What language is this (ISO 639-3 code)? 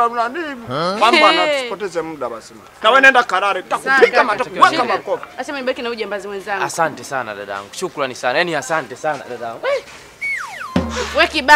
swa